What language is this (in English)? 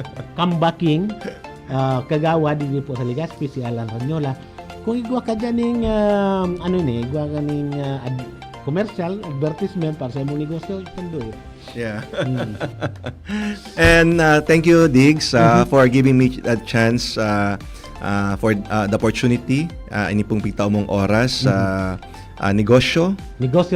Bikol